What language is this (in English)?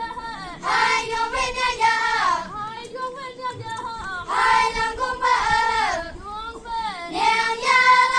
Naga Pidgin